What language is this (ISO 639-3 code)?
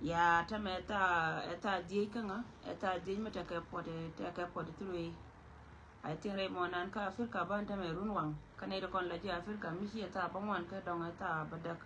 nus